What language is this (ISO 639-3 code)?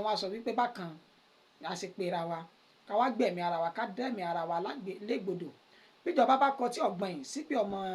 yor